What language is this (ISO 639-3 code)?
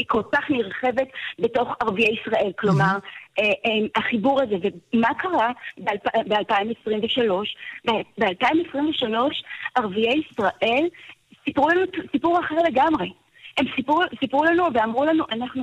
heb